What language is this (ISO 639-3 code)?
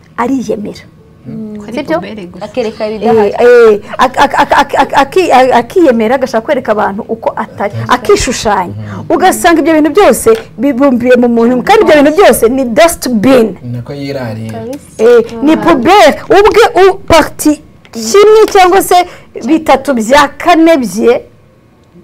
kin